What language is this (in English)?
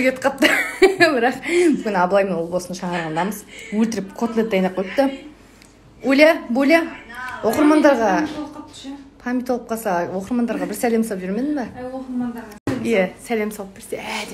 Kazakh